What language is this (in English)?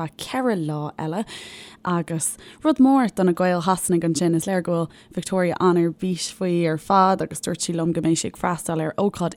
Irish